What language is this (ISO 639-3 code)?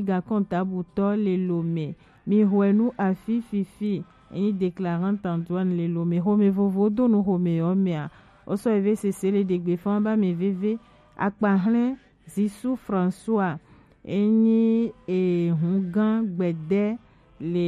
gej